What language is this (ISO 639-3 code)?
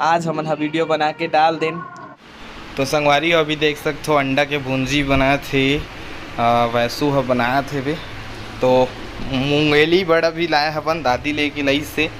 hne